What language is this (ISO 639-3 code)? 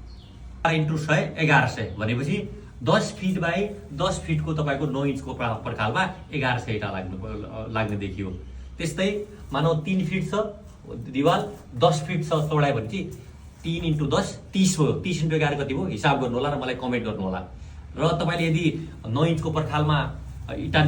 nep